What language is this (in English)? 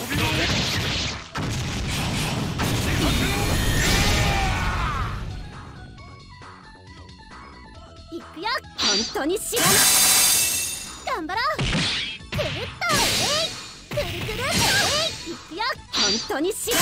Japanese